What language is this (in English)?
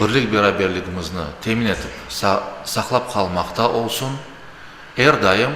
Crimean Tatar